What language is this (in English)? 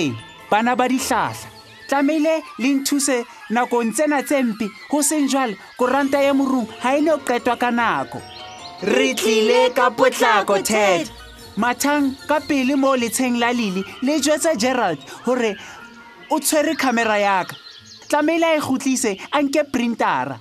Southern Sotho